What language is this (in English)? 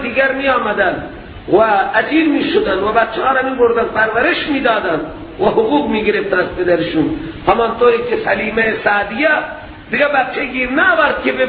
Persian